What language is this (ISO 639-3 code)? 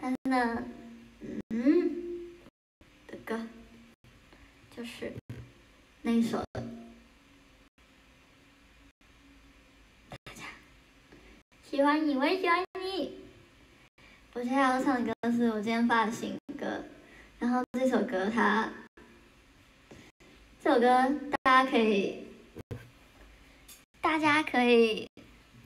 zho